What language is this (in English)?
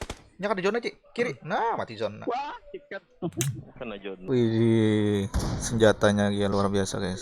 Banjar